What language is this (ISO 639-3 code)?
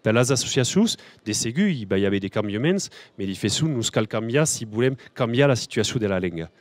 oci